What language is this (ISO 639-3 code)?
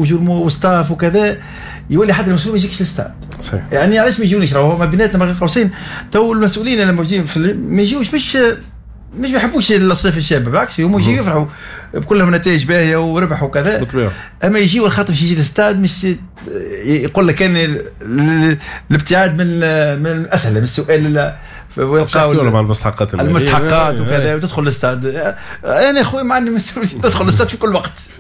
aeb